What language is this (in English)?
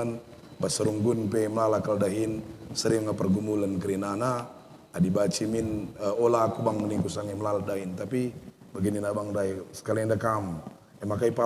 Batak Karo